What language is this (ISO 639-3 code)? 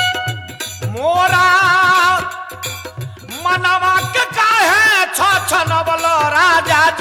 bho